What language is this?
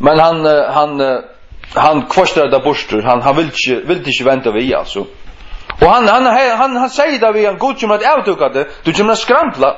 Faroese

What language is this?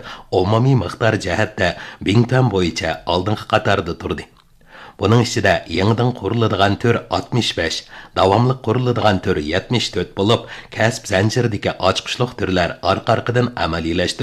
Uyghur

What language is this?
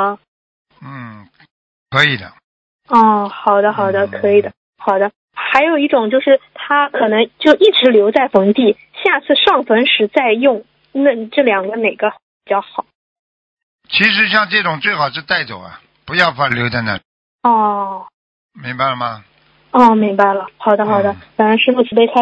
Chinese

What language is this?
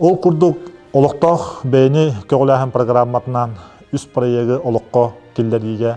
Yakut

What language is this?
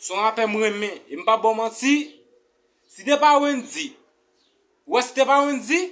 Haitian Creole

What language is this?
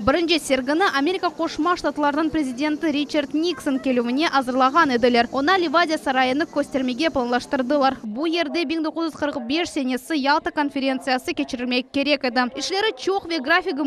Crimean Tatar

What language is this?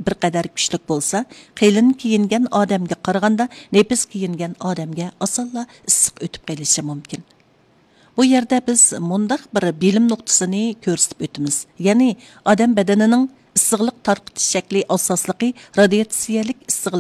Uyghur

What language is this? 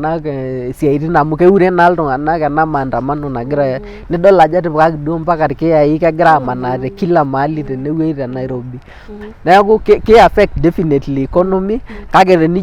Masai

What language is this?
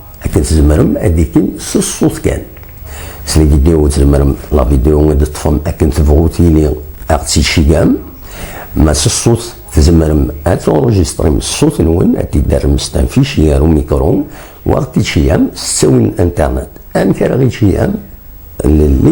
Kabyle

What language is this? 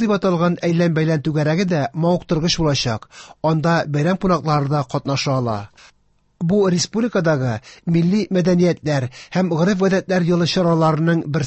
Tatar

